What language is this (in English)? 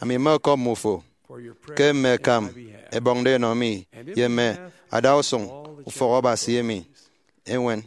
Efik